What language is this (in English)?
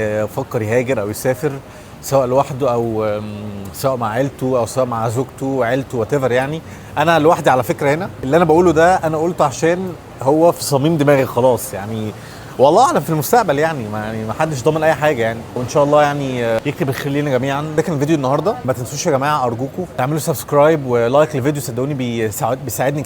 Egyptian Arabic